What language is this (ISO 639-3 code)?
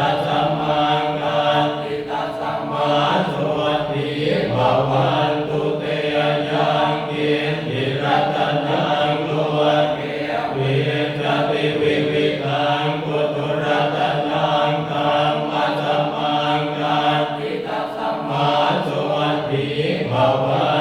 pli